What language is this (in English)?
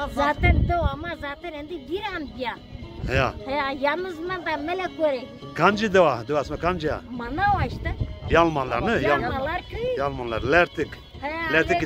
Zaza